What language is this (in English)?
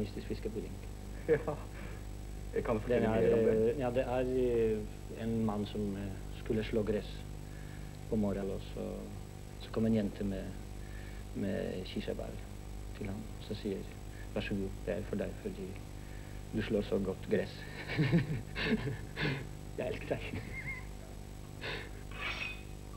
Norwegian